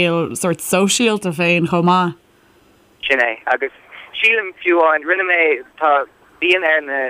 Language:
Irish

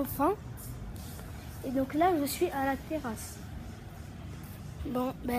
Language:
French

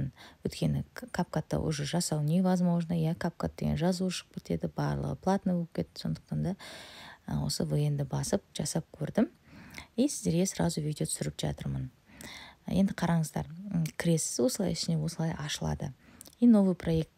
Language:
Kazakh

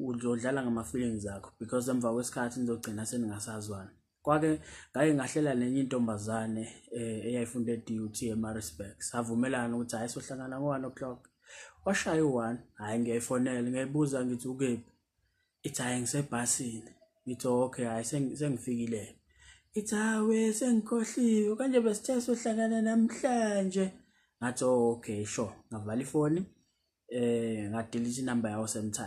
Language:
Zulu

